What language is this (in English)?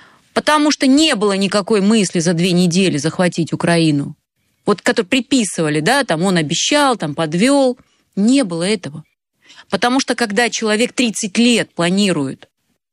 Russian